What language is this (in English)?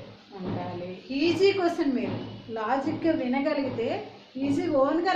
Telugu